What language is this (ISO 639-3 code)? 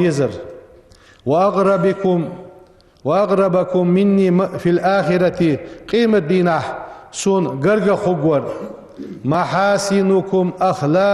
inh